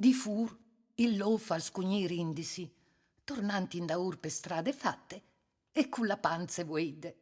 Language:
Friulian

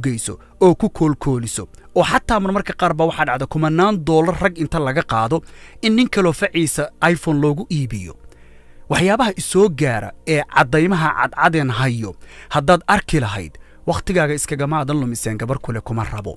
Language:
Somali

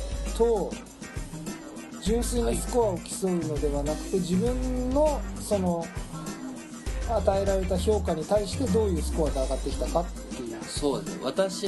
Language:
Japanese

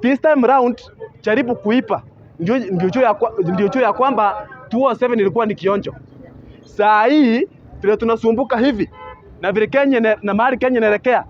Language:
Swahili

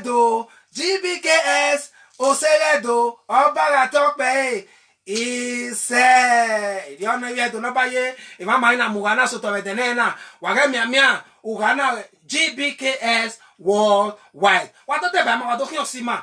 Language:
Bini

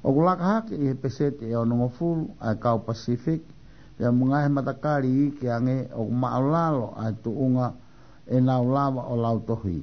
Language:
Tongan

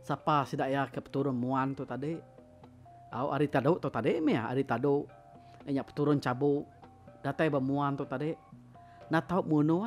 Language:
Iban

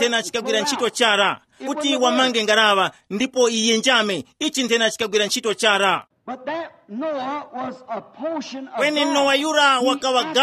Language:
Tumbuka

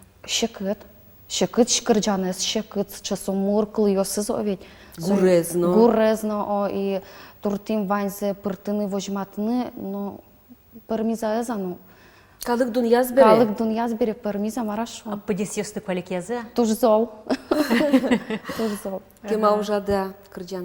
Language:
Udmurt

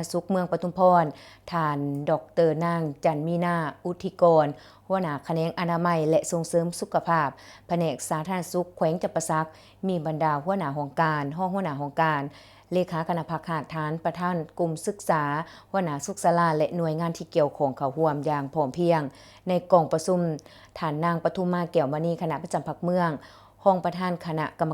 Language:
Lao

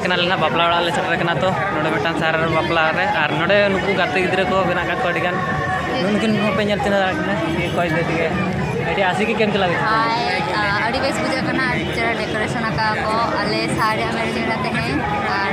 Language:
Santali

